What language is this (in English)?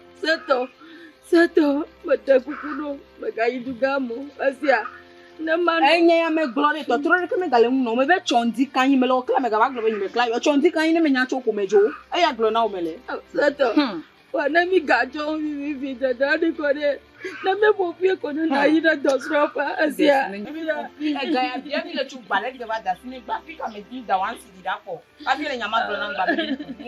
Ewe